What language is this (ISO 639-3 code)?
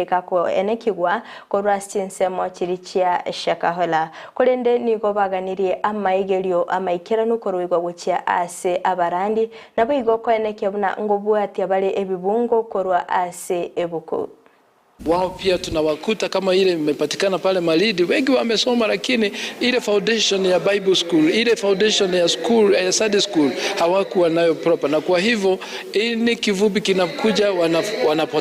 guz